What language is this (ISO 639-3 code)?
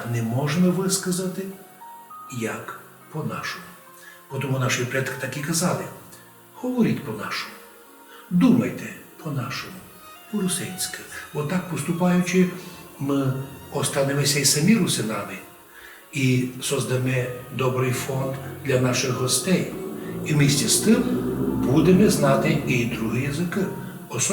rue